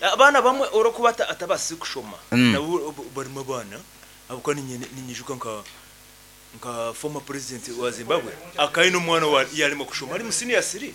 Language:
Nyankole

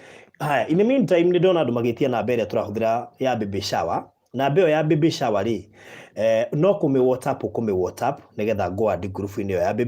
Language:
Kikuyu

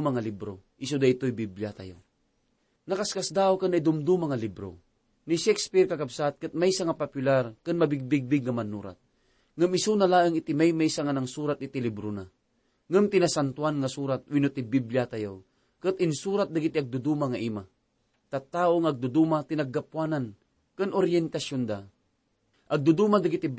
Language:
Iloko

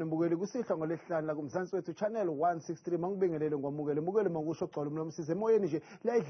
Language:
Zulu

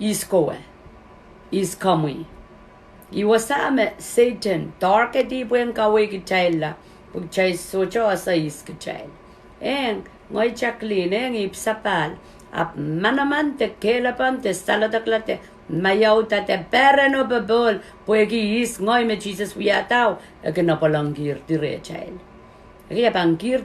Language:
Pohnpeian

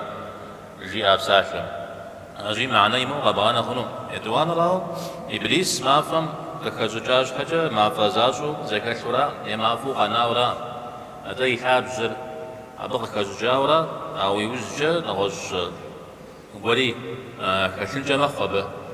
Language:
Kabardian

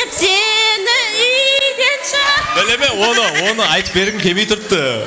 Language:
Kara-Kalpak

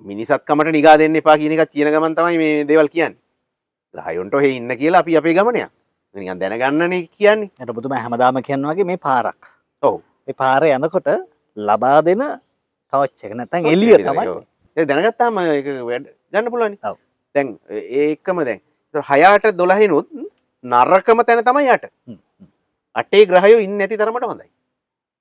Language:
Sinhala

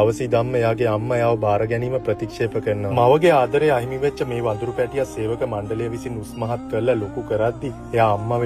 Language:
Sinhala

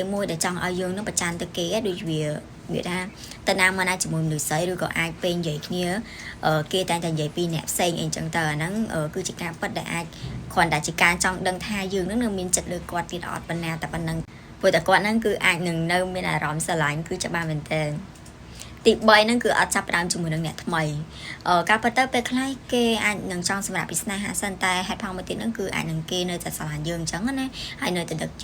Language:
Khmer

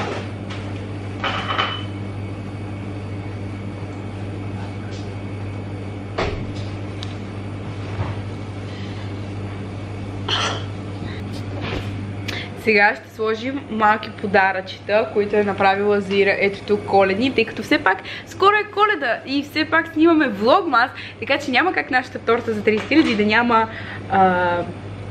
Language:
Bulgarian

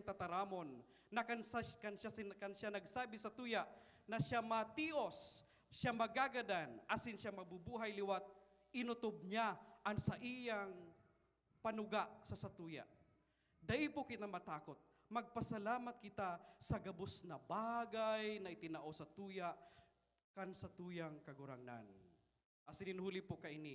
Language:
Bikol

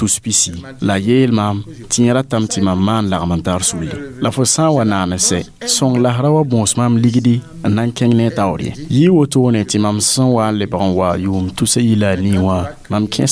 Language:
Mossi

